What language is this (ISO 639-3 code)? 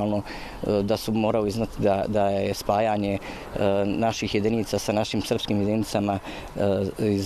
bos